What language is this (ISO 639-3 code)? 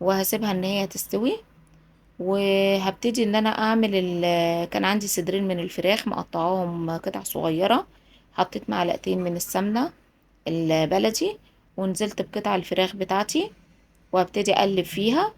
arz